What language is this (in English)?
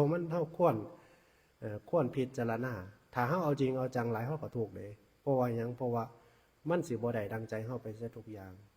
Northeastern Thai